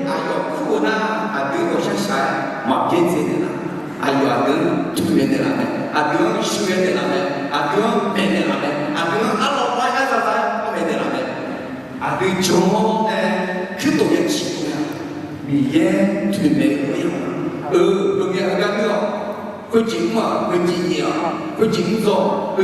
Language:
Akha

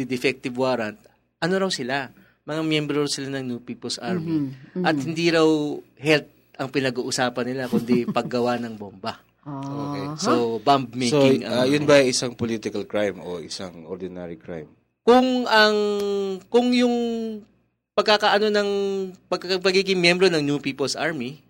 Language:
Filipino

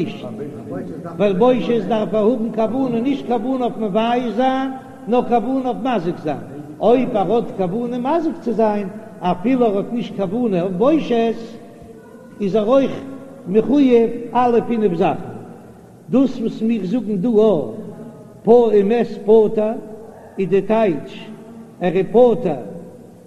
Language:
Yiddish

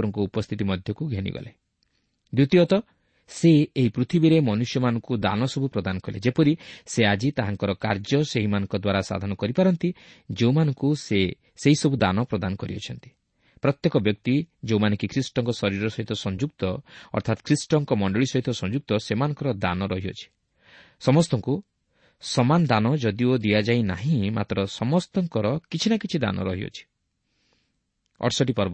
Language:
Odia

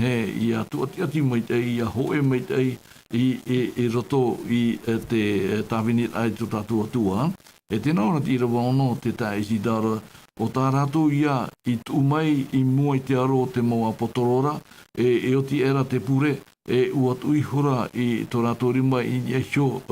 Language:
Tahitian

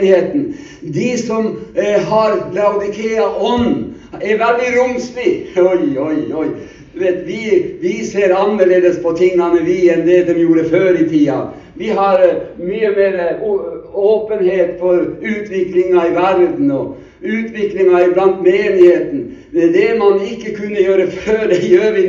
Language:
Norwegian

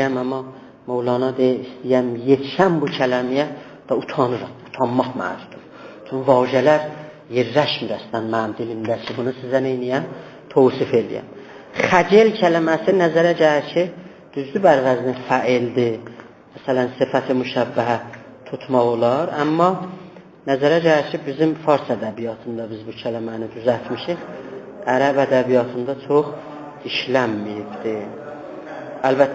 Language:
South Azerbaijani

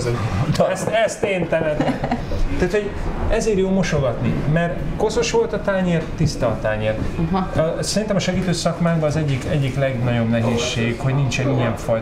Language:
Hungarian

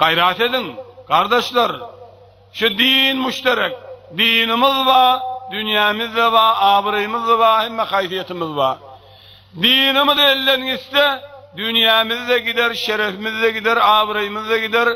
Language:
Turkmen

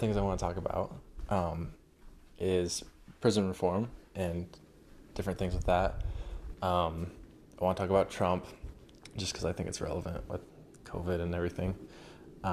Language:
English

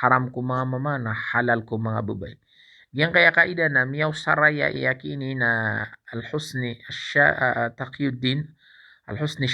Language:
Maranao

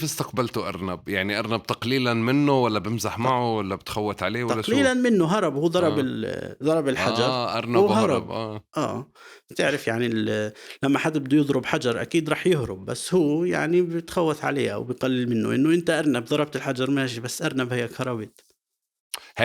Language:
North Levantine Arabic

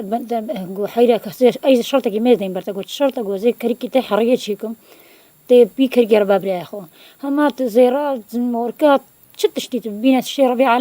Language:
Kurdish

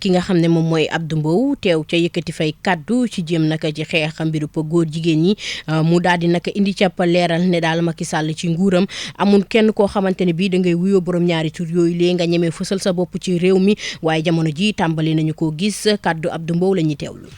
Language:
Wolof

